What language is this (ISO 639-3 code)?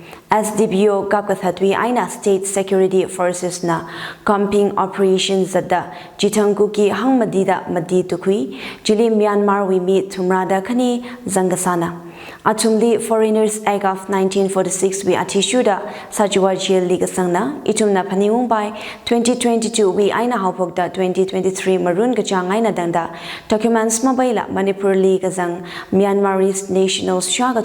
nmf